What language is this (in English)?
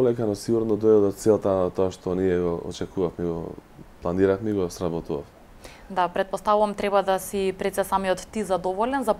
Macedonian